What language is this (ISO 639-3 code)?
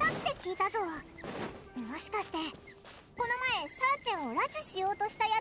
jpn